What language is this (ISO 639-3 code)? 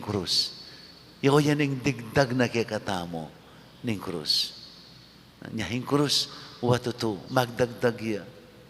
pam